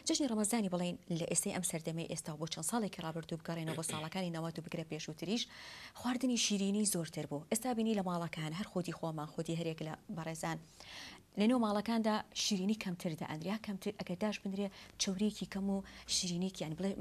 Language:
Central Kurdish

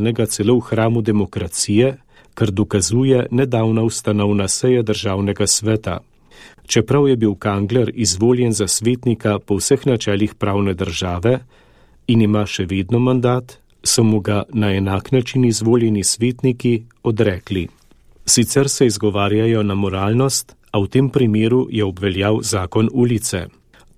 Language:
Slovenian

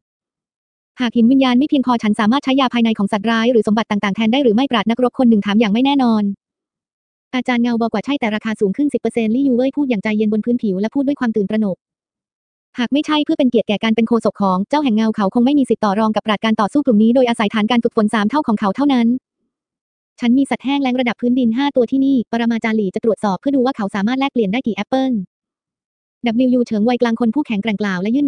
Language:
Thai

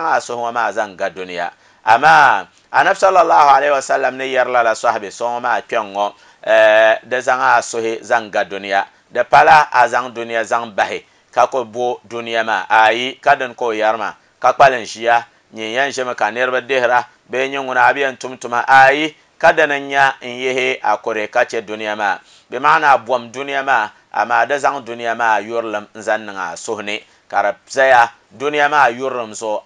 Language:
Dagbani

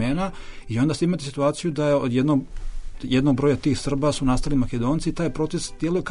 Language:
Bosnian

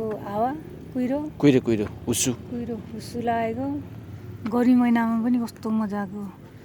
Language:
Nepali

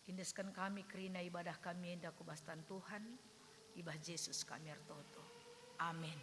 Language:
Batak Karo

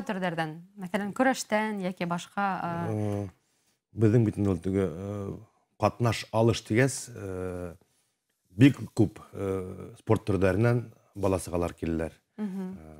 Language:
Bashkir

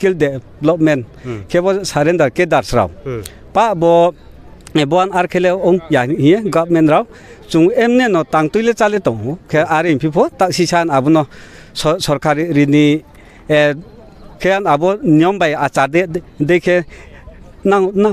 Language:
Riang (India)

